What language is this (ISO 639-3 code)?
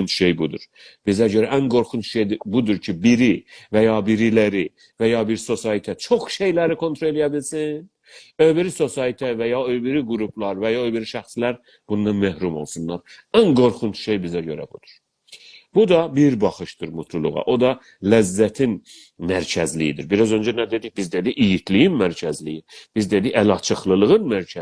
azb